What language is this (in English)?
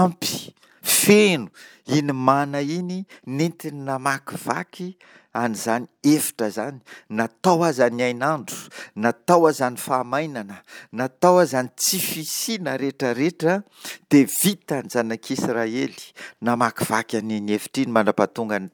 Malagasy